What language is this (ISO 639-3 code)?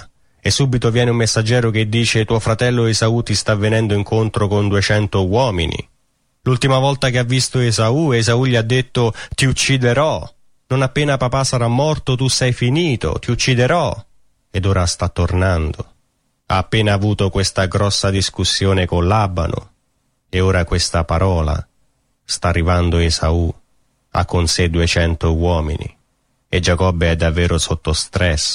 ita